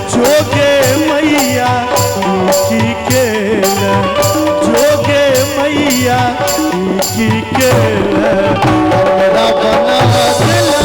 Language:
Maithili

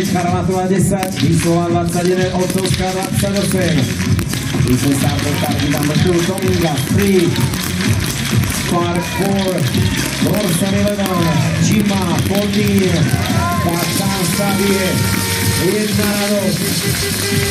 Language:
Slovak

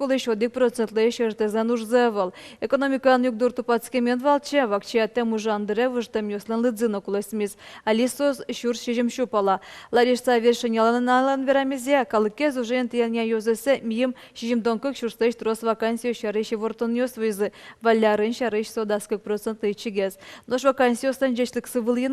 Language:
Udmurt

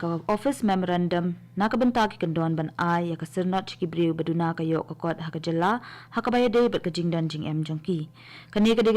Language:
Khasi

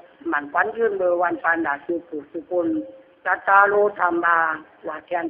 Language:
Lü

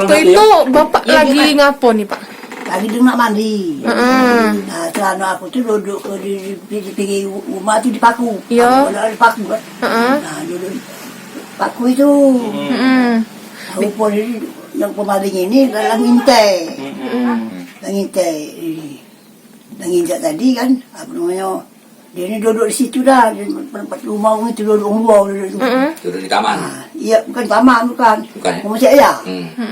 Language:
Musi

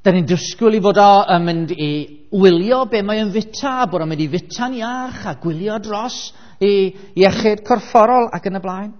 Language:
Welsh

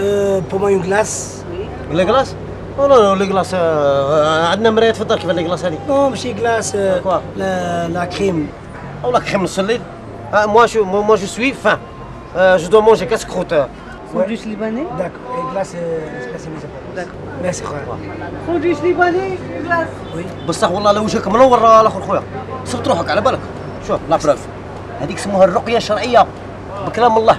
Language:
Algerian Arabic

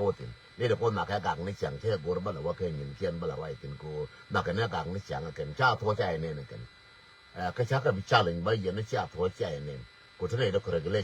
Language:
Nuer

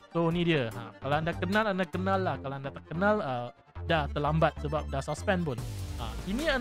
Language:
Malay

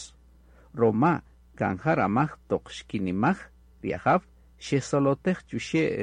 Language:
Kaqchikel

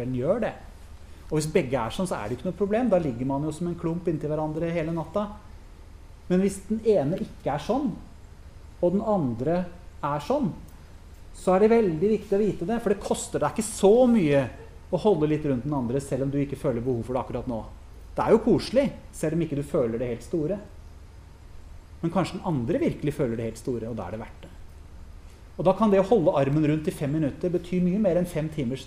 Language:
Norwegian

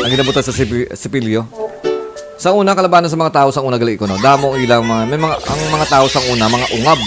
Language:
Hiligaynon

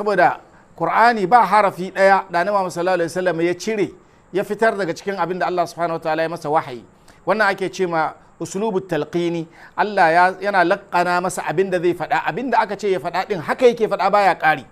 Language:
Hausa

